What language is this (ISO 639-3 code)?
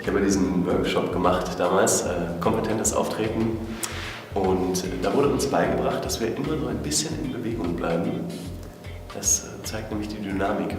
bar